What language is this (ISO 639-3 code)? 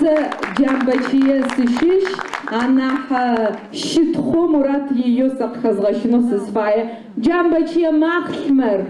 ady